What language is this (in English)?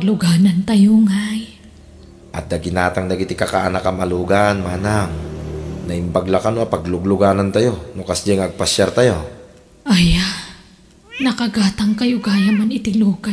Iloko